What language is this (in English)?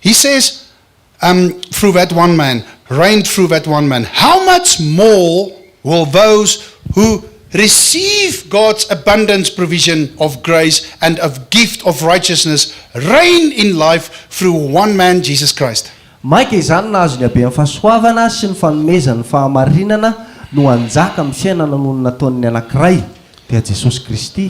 Malagasy